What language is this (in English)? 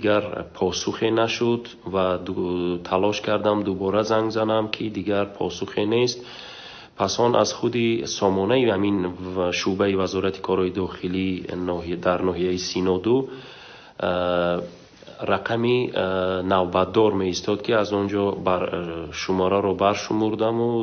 Tajik